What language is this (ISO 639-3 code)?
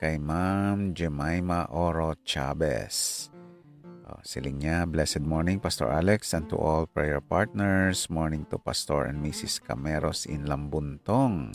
hil